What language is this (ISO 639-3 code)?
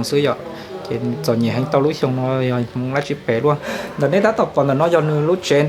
hmn